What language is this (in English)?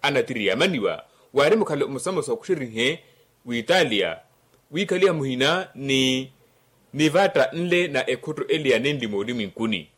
Makhuwa